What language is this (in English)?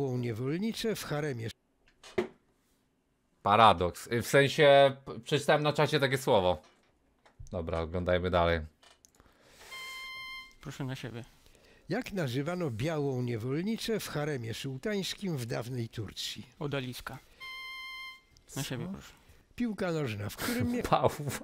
Polish